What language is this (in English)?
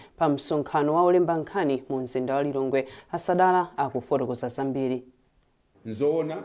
Nyanja